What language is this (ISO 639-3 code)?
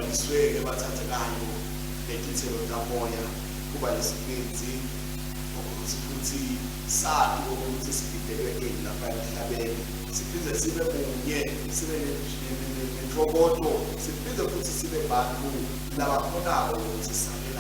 ssw